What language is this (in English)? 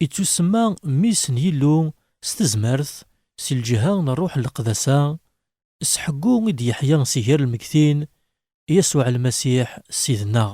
Kabyle